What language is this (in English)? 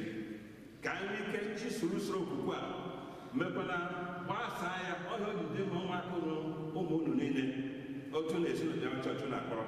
Igbo